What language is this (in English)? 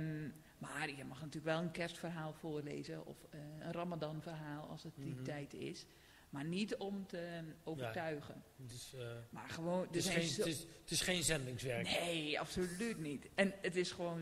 Dutch